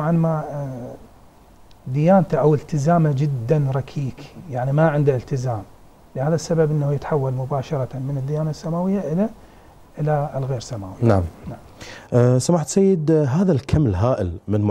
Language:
Arabic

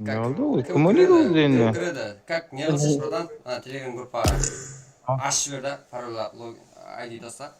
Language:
Kara-Kalpak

